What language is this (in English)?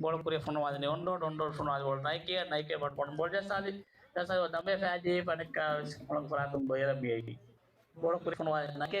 Divehi